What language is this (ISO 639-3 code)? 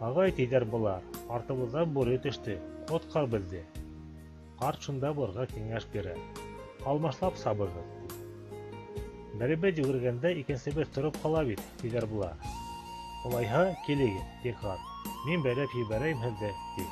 bak